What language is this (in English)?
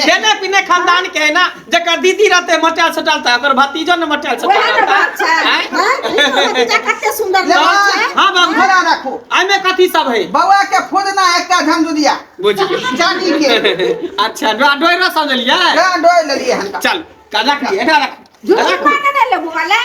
Maithili